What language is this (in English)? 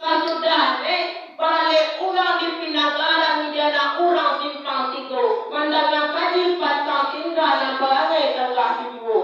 Minangkabau